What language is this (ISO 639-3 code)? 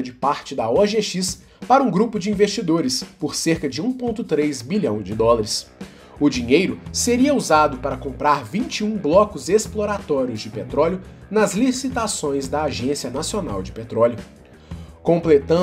por